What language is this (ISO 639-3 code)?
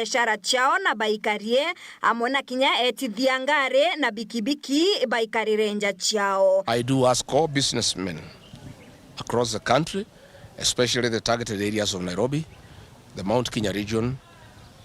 mer